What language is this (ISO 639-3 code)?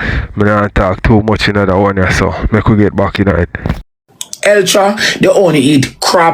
jam